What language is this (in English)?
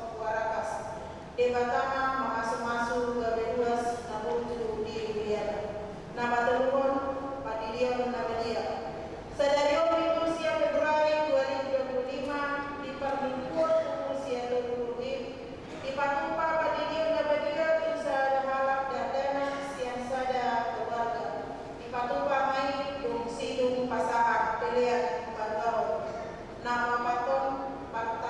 Batak Toba